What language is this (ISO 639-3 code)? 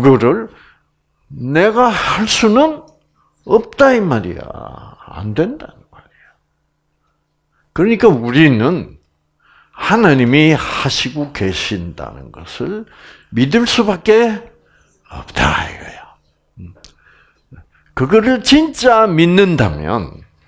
kor